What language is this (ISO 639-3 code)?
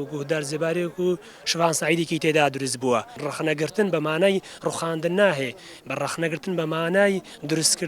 ckb